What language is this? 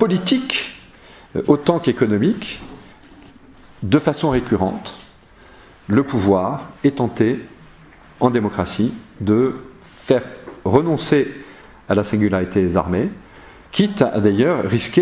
French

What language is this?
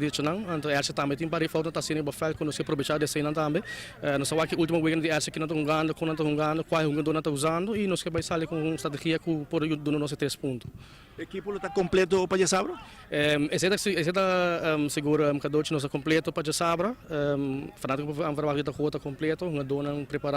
Papiamento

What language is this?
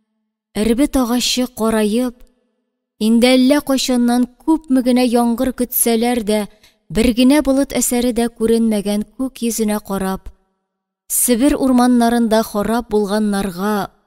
Tatar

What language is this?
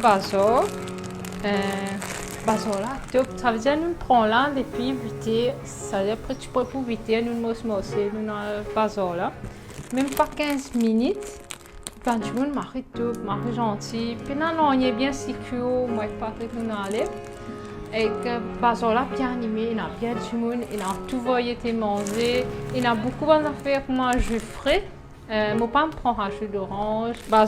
Morisyen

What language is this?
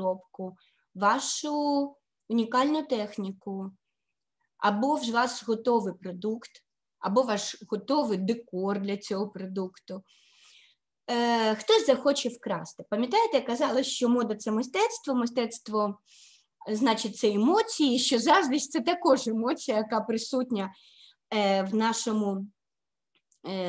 Ukrainian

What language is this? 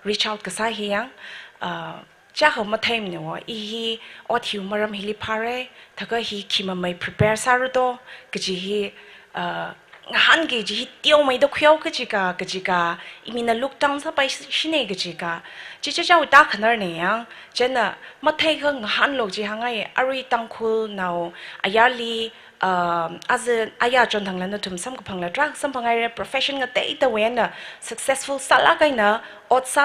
Tangkhul Naga (India)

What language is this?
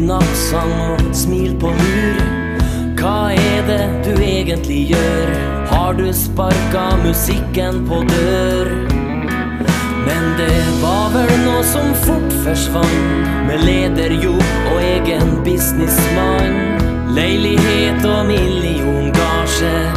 Norwegian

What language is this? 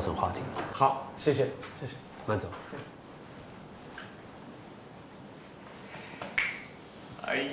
Chinese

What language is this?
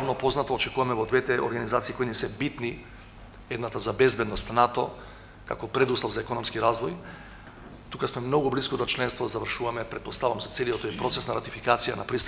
Macedonian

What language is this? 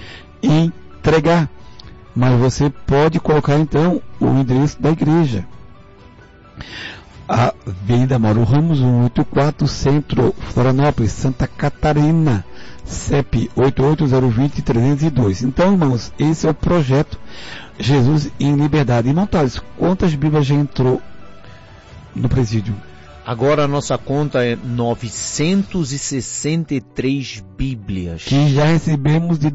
Portuguese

